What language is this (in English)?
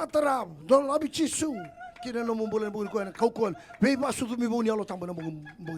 Fijian